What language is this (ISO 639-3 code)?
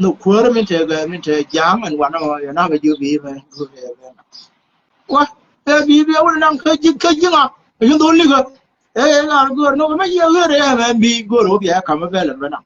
nus